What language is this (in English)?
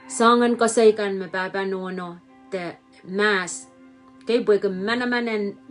Pohnpeian